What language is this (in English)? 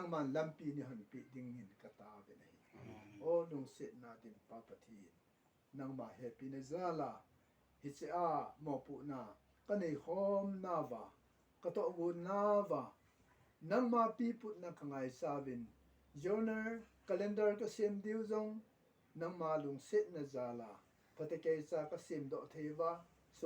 Thado Chin